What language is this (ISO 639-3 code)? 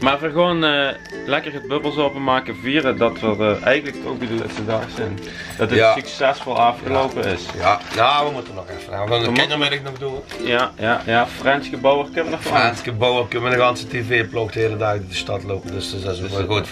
lim